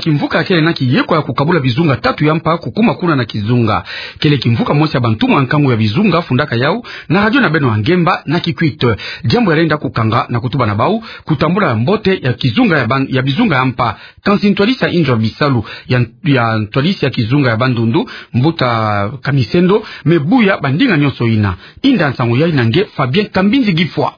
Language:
Kituba (Democratic Republic of Congo)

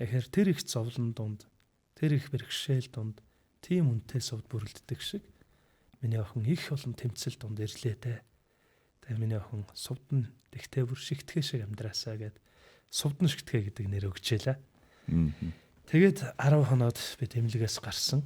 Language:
Mongolian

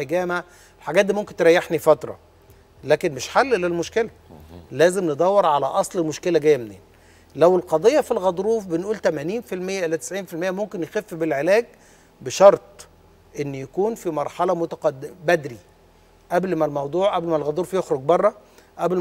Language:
Egyptian Arabic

